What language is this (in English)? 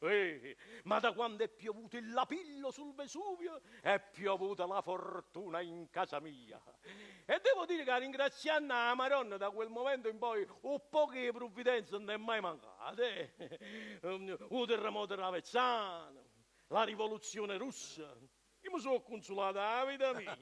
Neapolitan